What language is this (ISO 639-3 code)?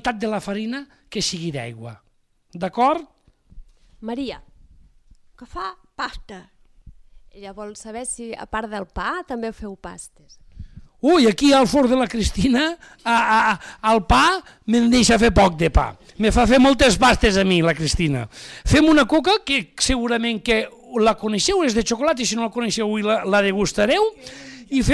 cat